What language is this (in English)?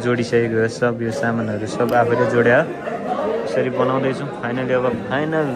Nepali